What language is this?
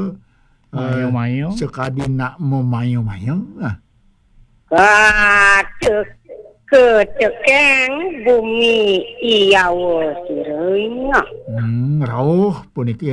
Balinese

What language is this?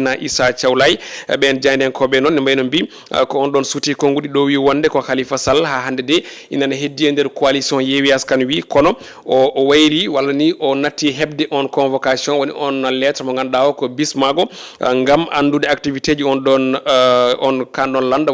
Fula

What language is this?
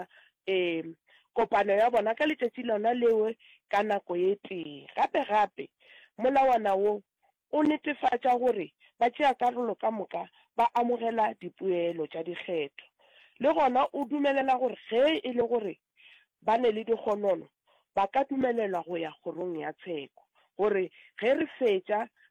Northern Sotho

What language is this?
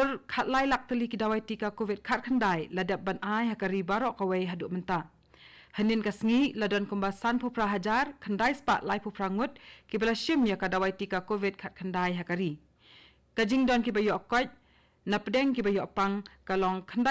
Khasi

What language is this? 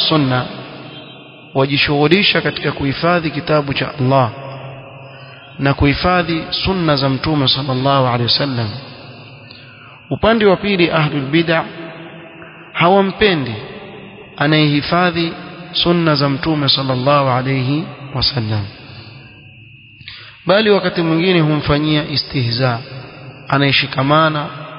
Swahili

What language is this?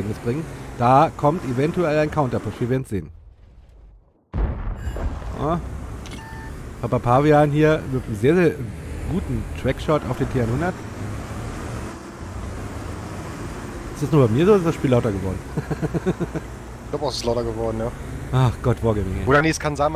German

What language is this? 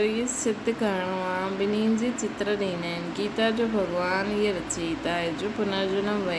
Sindhi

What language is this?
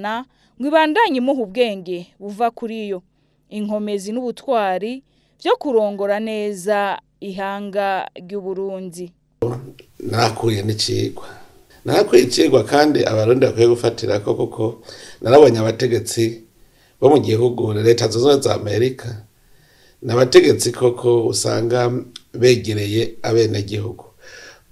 Rundi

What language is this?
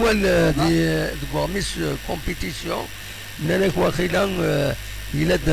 Kabyle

